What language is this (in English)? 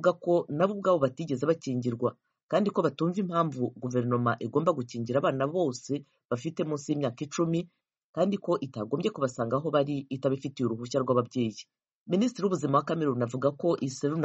Kinyarwanda